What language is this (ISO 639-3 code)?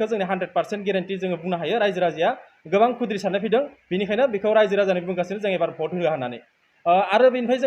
brx